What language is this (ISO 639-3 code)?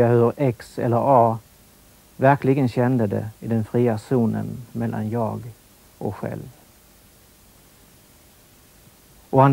swe